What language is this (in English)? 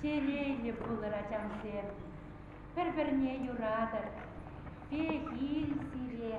Chuvash